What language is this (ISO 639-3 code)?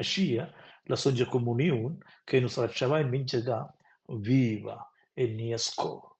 roh